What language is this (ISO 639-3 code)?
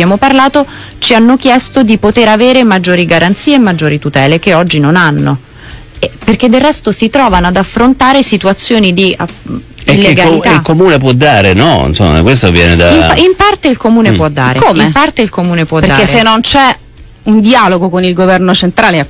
ita